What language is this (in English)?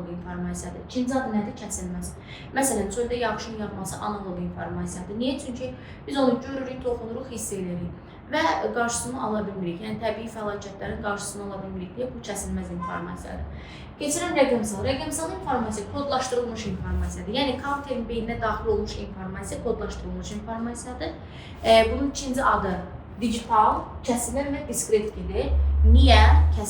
Azerbaijani